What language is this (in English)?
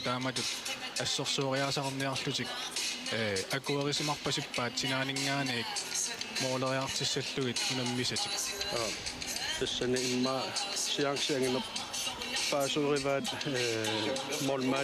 Kalaallisut